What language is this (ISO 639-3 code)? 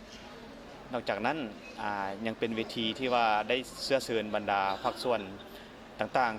lao